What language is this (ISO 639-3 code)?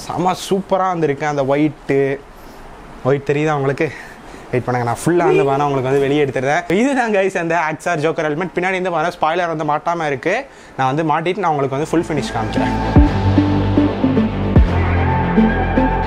tam